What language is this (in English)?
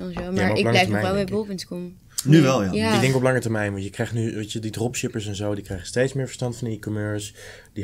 Dutch